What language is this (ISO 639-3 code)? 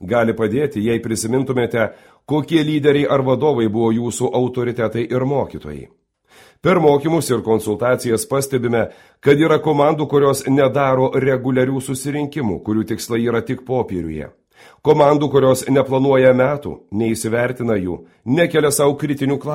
lit